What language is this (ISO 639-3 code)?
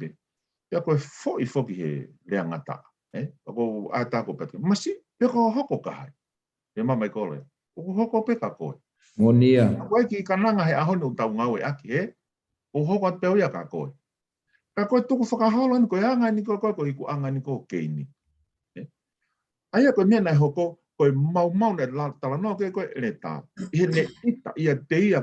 ton